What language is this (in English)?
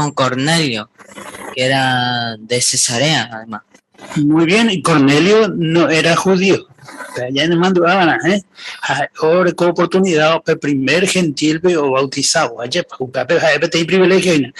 Guarani